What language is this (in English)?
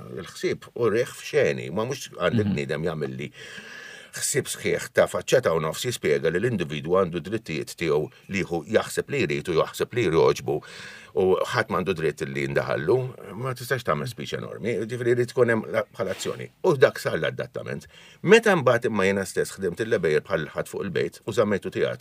Maltese